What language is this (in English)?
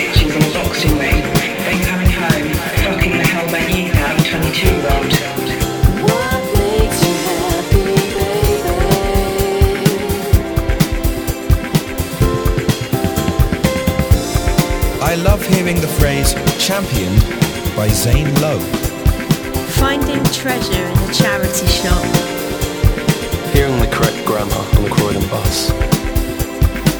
English